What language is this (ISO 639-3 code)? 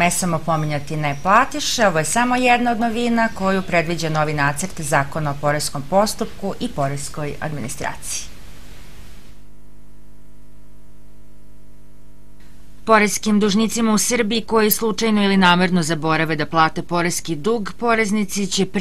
srp